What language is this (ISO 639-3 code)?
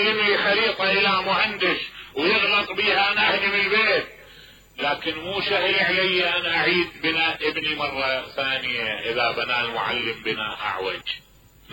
acm